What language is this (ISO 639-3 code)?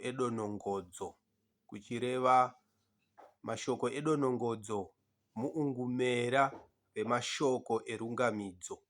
sna